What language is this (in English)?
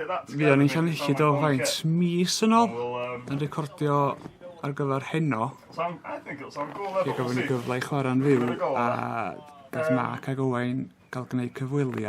Welsh